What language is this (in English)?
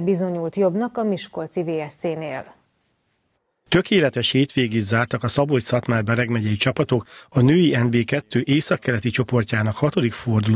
Hungarian